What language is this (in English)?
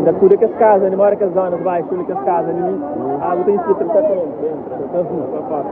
Kabuverdianu